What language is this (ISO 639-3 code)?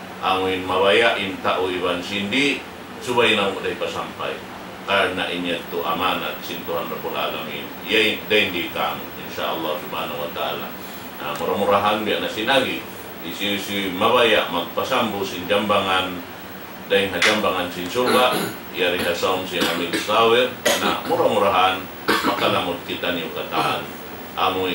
tsg